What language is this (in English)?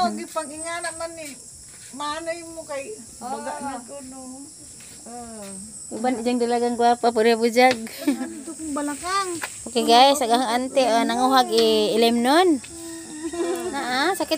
Cebuano